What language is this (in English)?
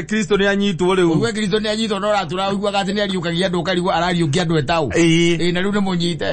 Kikuyu